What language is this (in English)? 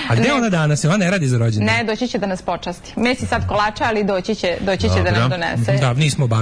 Serbian